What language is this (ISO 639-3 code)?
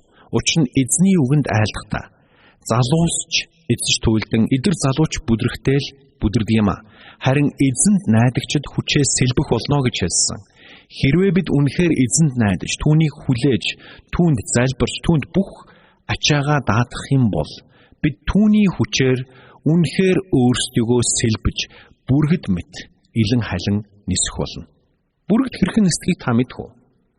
mon